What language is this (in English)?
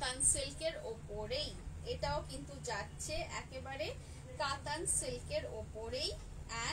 Bangla